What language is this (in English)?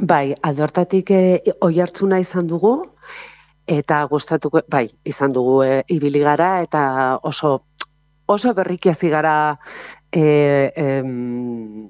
Basque